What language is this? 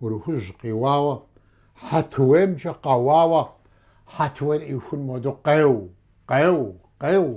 Kabardian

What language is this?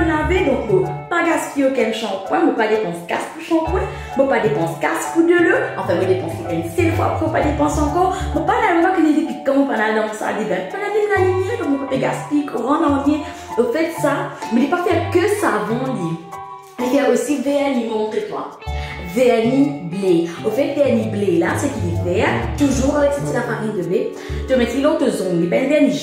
Morisyen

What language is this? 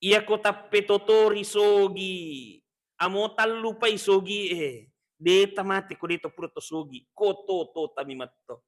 Buginese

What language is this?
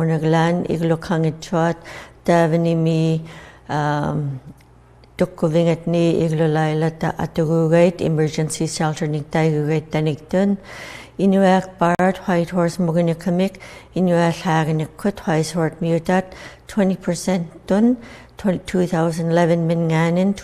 Inuktitut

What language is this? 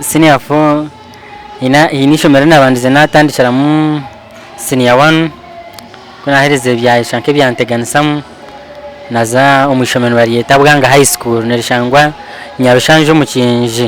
Nyankole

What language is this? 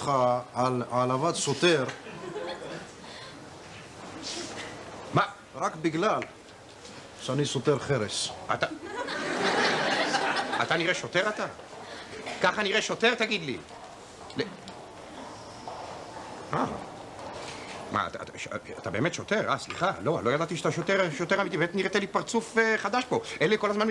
Hebrew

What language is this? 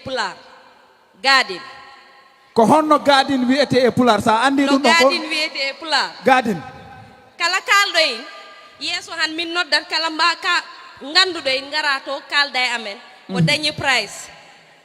Fula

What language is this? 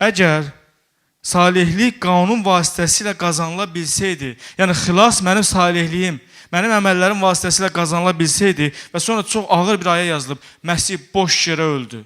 Azerbaijani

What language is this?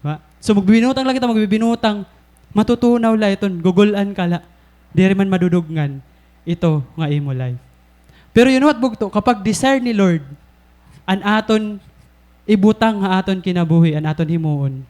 Waray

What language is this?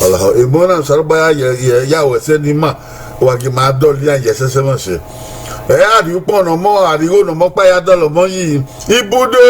Bini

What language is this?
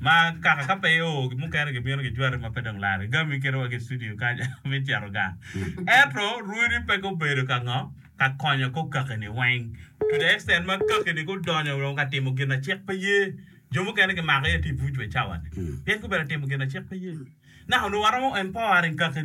Acoli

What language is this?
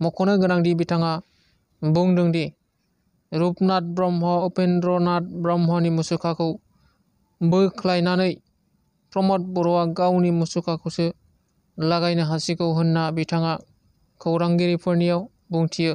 Bodo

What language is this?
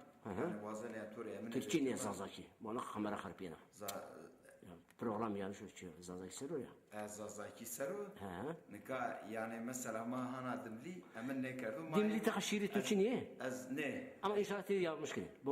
Zaza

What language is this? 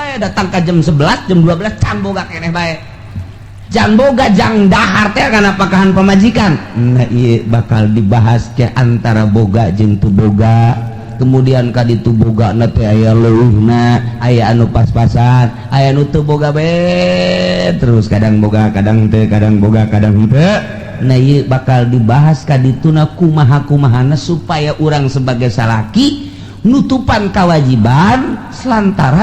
Sundanese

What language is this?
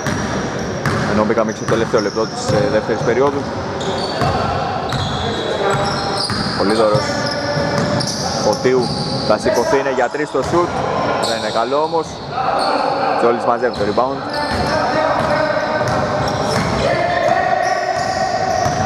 Greek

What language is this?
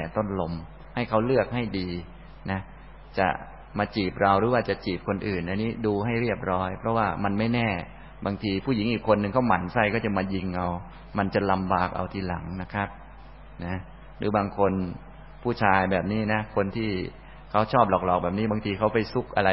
Thai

